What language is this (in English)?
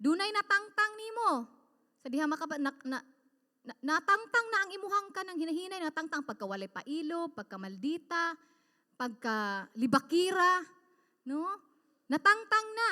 Cebuano